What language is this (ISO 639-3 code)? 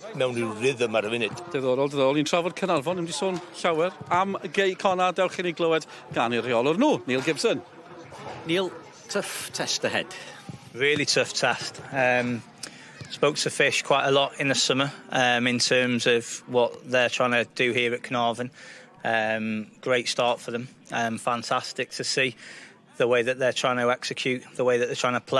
cym